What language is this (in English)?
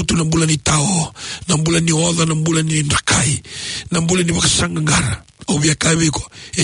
Fijian